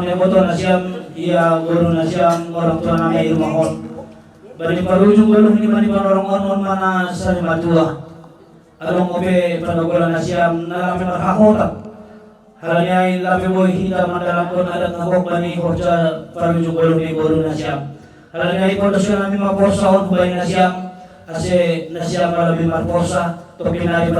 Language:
Batak Simalungun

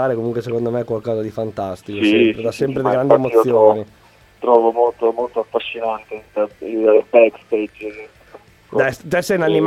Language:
Italian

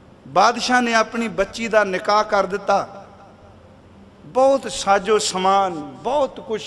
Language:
Punjabi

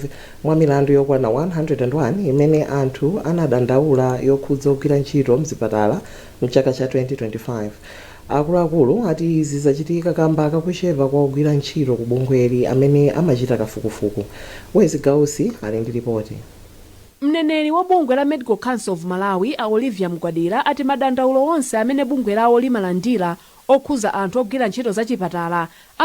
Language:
Nyanja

